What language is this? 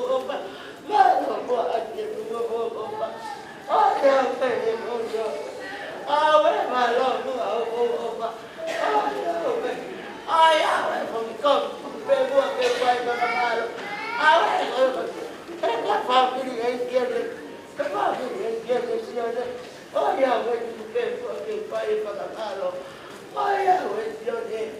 Tongan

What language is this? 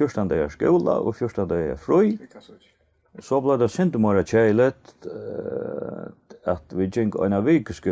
Faroese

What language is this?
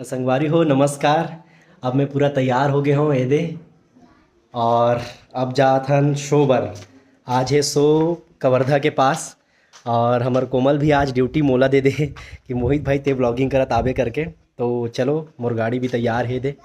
Chhattisgarhi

